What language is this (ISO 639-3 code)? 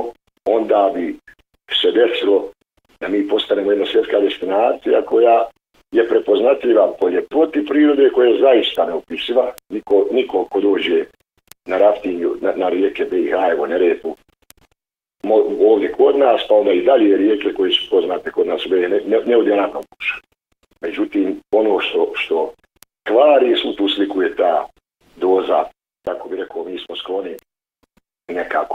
bos